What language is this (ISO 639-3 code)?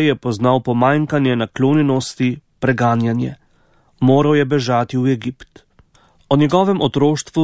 slv